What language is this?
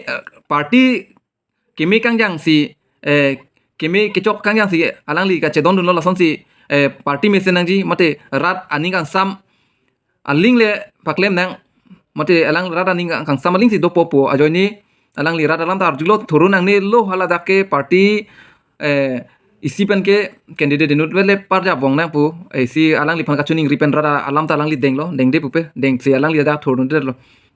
Karbi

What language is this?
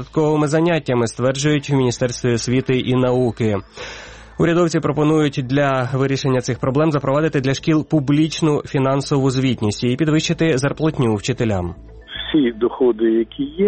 Ukrainian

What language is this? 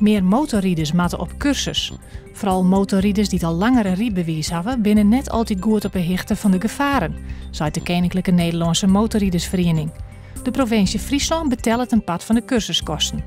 Western Frisian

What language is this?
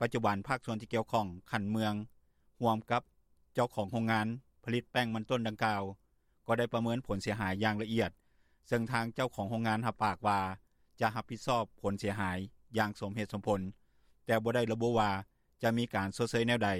Lao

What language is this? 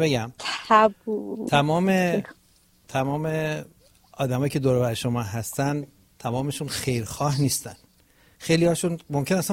Persian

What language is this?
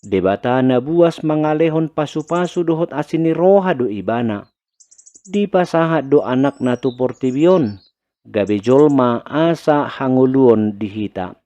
Batak Toba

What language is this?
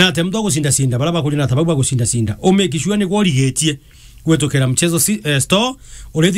Meru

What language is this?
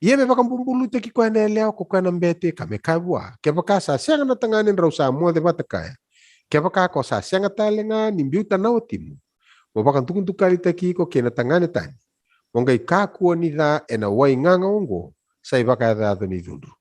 Fijian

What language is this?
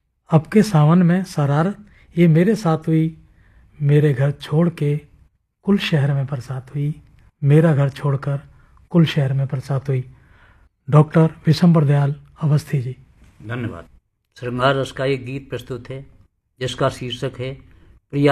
Hindi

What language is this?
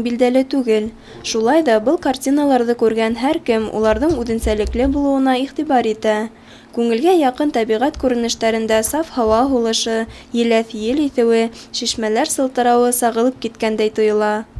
Bashkir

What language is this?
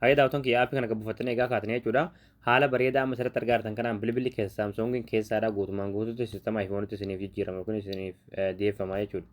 Oromo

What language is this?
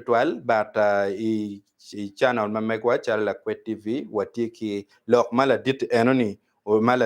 Acoli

